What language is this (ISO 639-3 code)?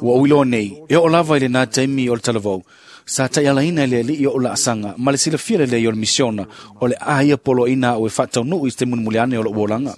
smo